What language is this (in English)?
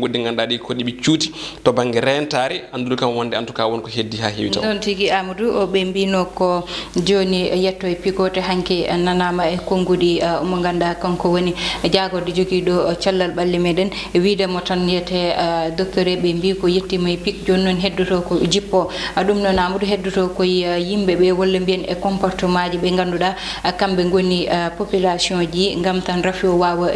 Fula